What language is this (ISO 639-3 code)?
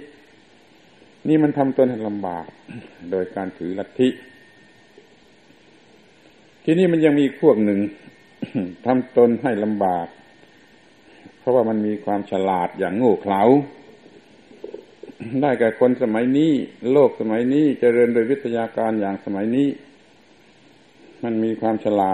tha